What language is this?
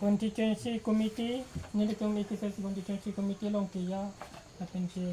Karbi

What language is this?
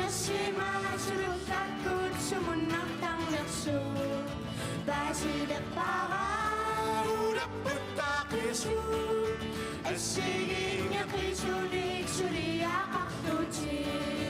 Kalaallisut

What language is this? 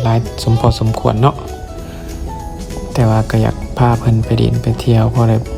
Lao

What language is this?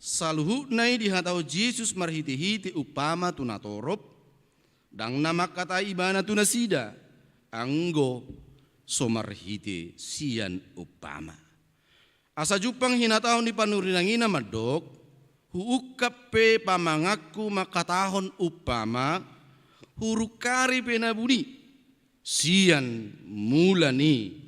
Batak Toba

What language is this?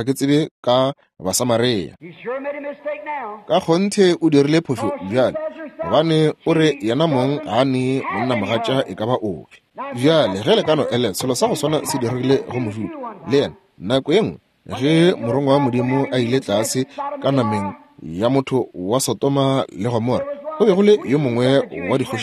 Northern Sotho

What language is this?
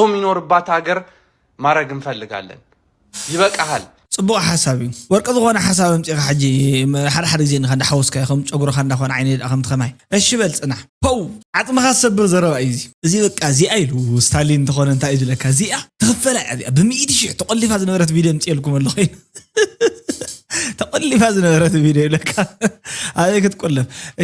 Tigrinya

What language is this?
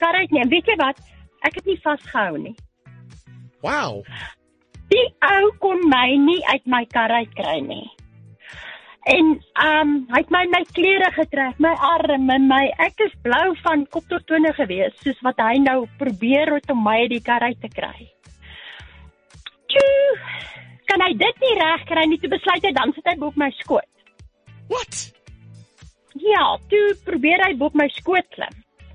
Afrikaans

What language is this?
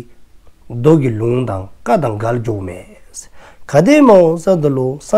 Dzongkha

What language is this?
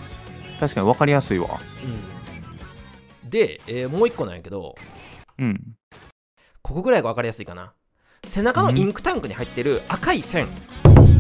Japanese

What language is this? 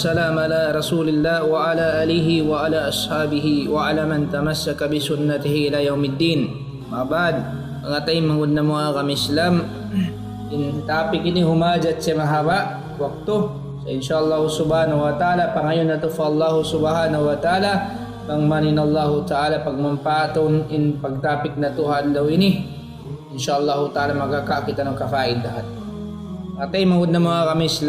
Tausug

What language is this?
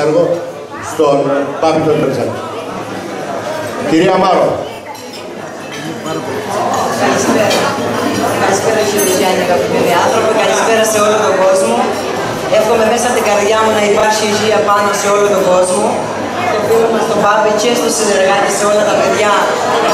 Greek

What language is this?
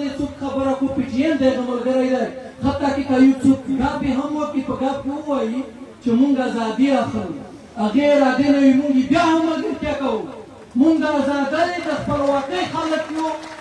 Pashto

